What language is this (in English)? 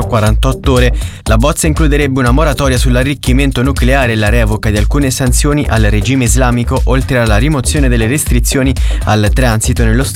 Italian